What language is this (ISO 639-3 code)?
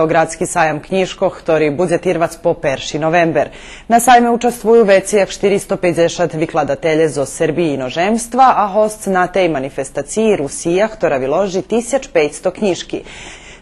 rue